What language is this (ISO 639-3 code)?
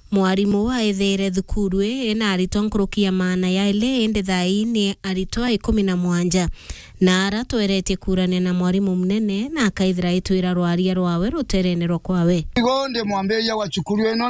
mer